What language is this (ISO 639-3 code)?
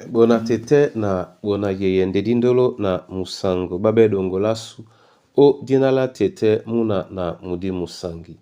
dua